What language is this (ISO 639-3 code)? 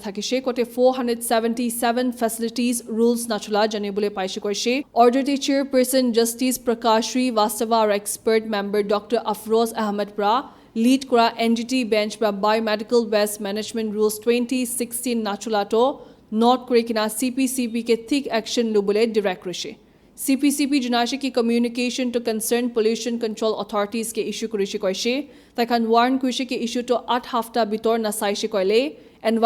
nag